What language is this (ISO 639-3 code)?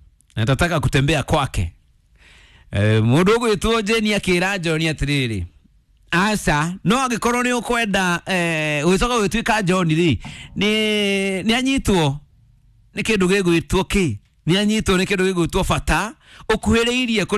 kik